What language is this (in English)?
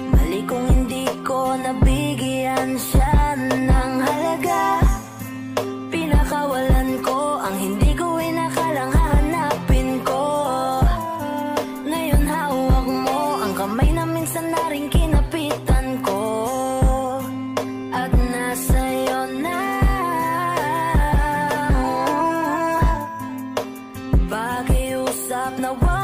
Filipino